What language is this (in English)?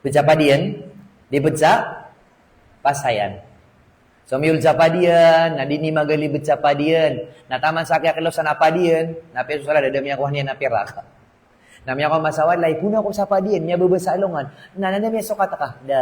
Maranao